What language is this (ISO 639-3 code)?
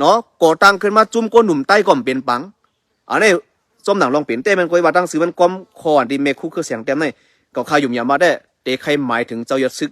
shn